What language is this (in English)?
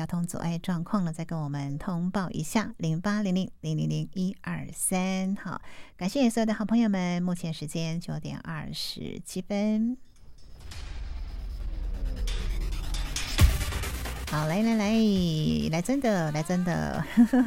Chinese